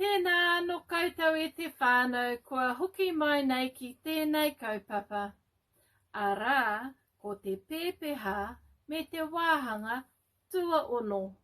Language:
Māori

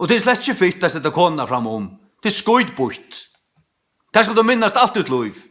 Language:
Faroese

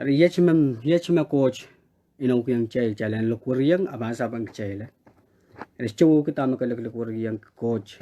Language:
Pohnpeian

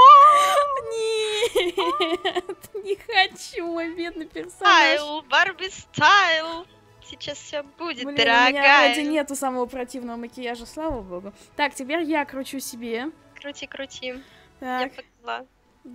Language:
Russian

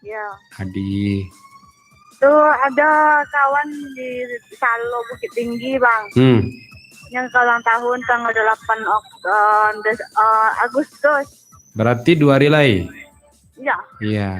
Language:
Minangkabau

